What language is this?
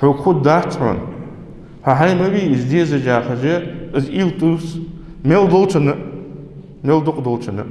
Ingush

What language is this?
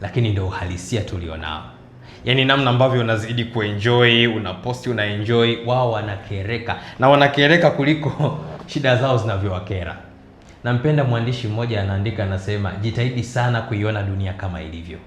Swahili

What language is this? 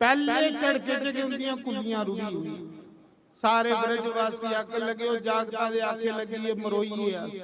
Dogri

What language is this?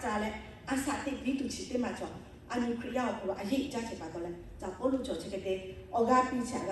Lahu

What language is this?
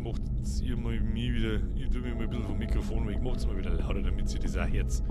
Bavarian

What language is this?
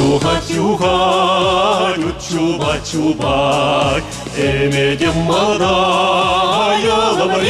Chuvash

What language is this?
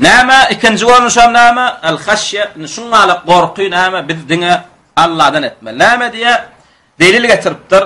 Turkmen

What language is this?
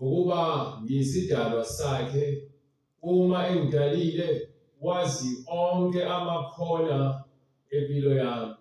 Zulu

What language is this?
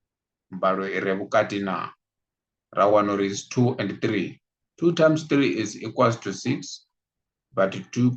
Venda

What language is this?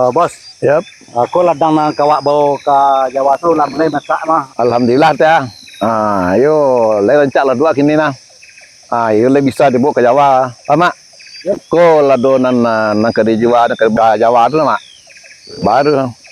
Minangkabau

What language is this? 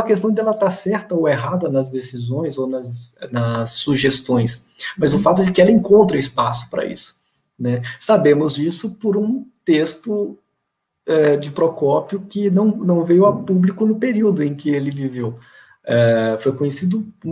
Portuguese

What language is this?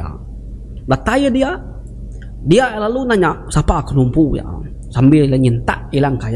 Iban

